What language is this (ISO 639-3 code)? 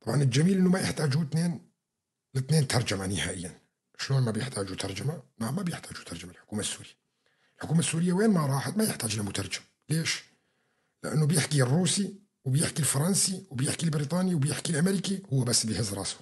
apc